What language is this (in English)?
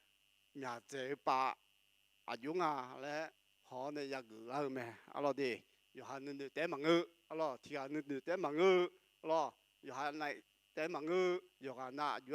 Akha